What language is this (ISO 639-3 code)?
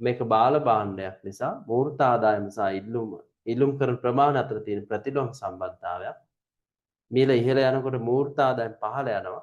sin